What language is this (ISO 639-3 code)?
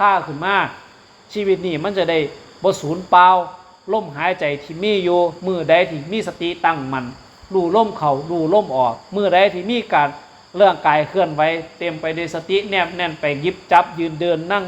tts